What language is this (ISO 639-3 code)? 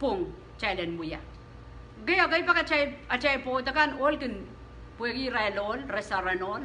pon